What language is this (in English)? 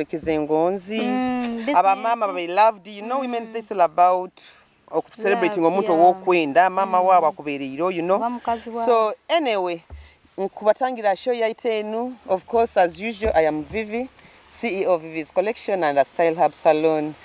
Nyoro